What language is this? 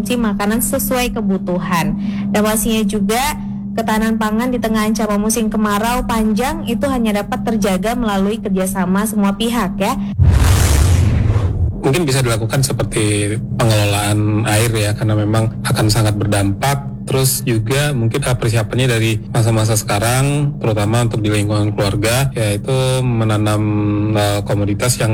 Indonesian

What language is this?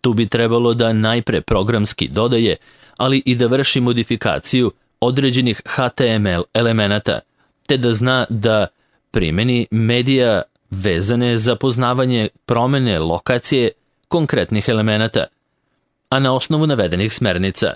Serbian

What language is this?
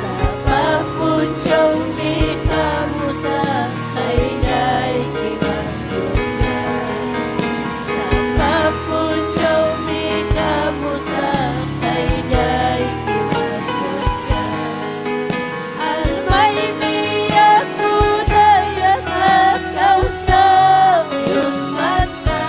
Ayacucho Quechua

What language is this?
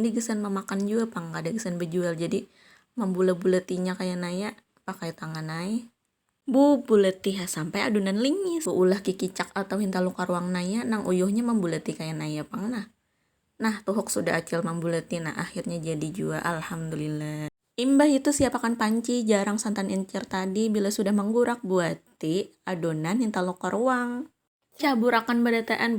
Banjar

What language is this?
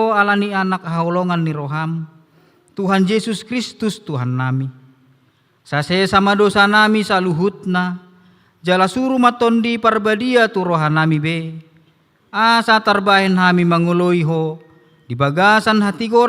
Batak Toba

